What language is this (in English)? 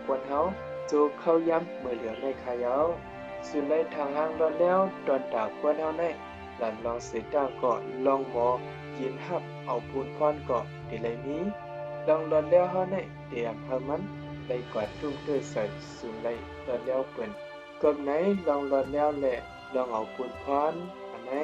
Shan